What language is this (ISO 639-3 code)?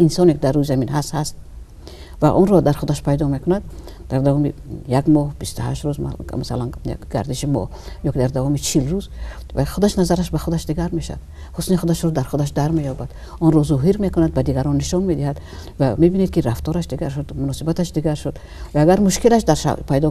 tgk